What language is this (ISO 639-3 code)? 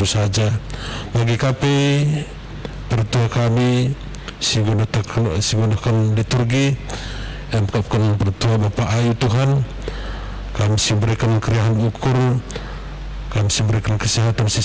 btx